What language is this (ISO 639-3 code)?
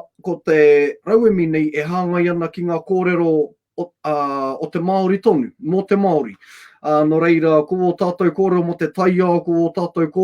mri